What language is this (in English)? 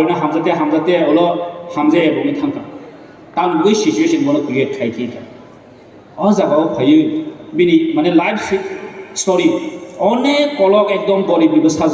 Kok Borok